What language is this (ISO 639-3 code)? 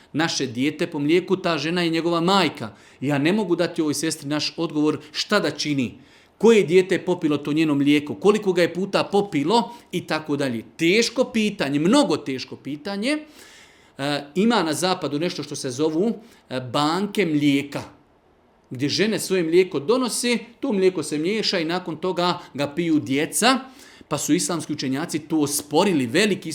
bos